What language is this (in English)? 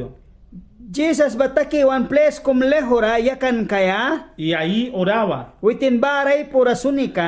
Mískito